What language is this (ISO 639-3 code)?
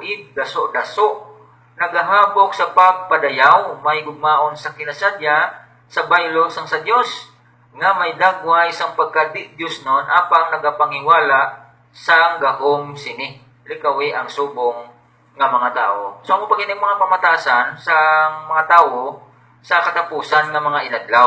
hil